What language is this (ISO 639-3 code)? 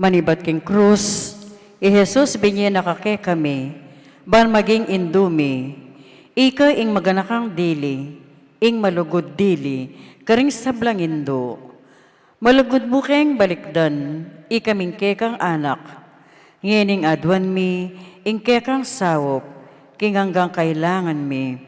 pam